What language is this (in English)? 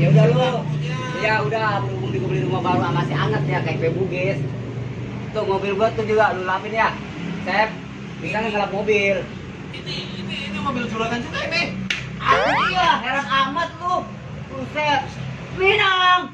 Betawi